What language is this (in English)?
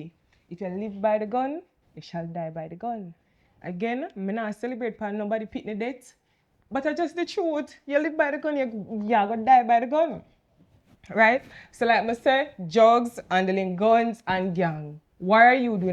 Jamaican Creole English